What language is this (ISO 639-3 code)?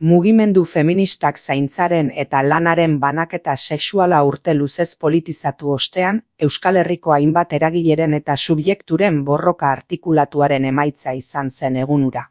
eus